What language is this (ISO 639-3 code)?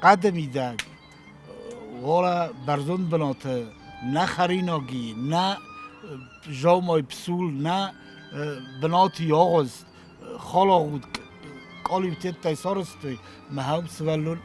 oss